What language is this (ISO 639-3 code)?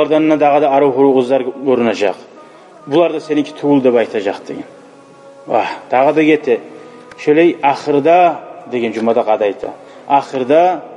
kum